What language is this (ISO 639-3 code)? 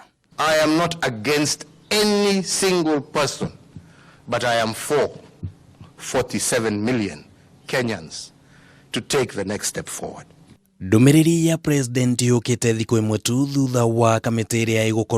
kik